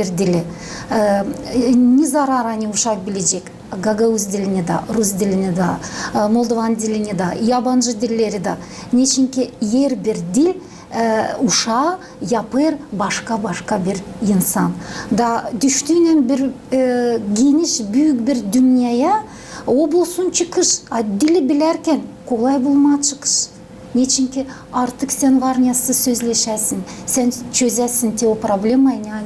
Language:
Gagauz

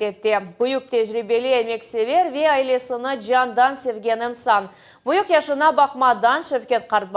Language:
Crimean Tatar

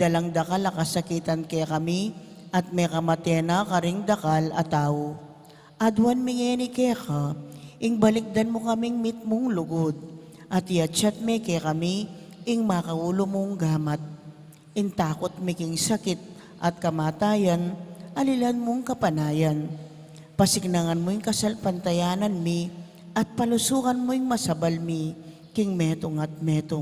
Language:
Pampanga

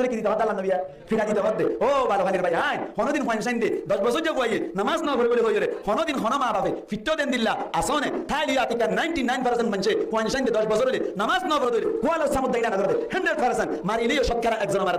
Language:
Rohingya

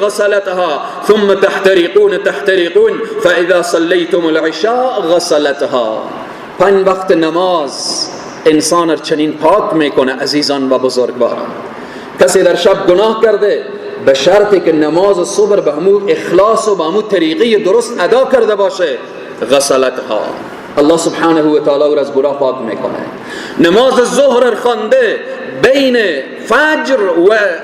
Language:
Persian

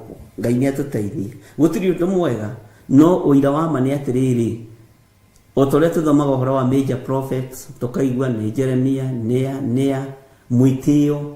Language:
Kikuyu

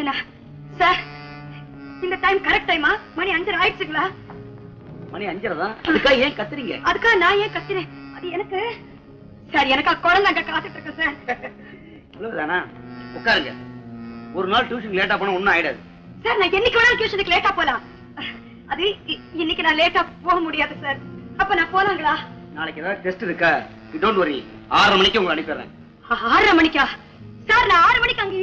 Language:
Tamil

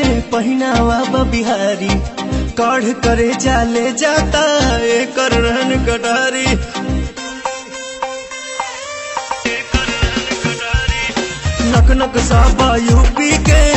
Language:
Bhojpuri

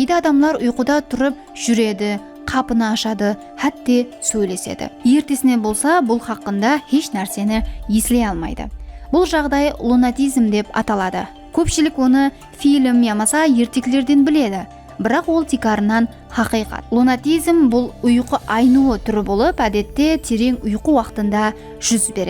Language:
Kara-Kalpak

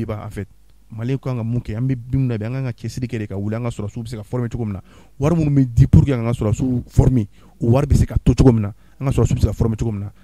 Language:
Bambara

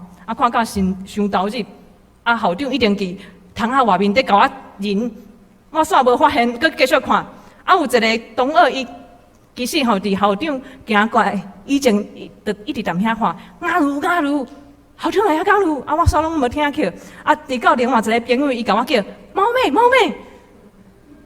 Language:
Min Nan Chinese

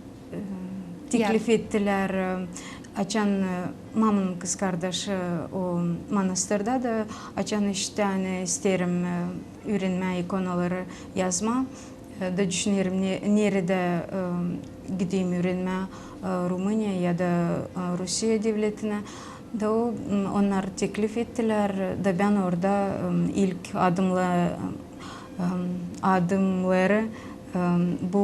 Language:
Gagauz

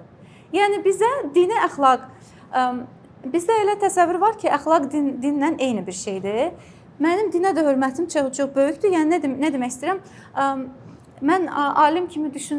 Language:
Azerbaijani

